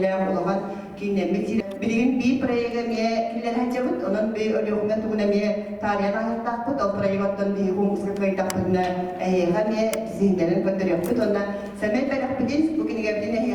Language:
Yakut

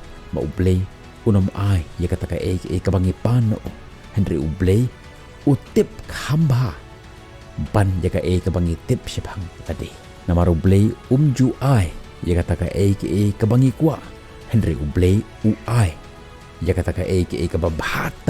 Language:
Khasi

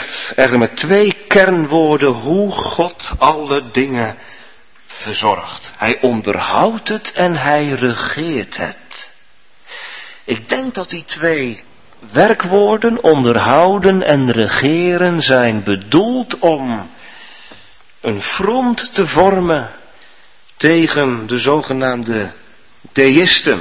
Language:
Dutch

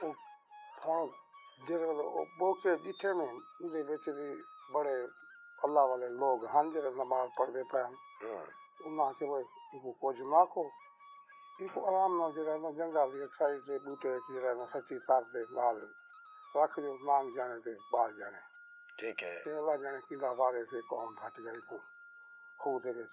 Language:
Saraiki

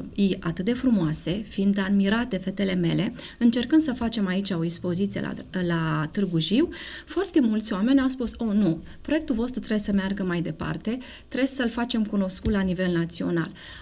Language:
Romanian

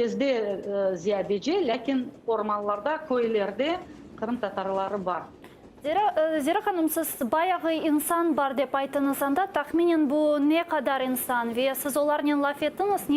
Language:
Crimean Tatar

